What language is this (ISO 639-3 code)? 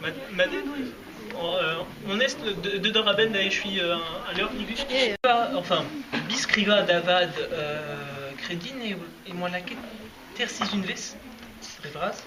bre